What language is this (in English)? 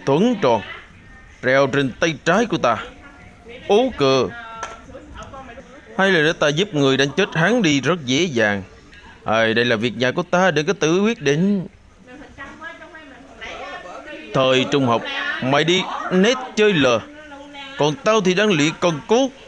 Vietnamese